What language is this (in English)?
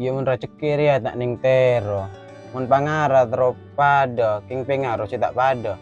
Madurese